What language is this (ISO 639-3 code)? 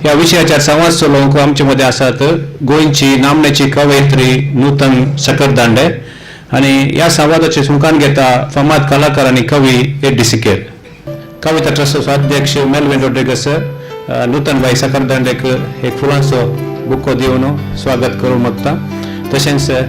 kok